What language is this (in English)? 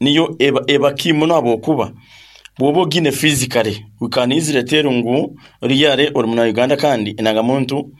Nyankole